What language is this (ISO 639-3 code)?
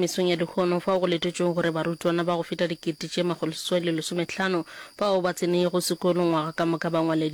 nso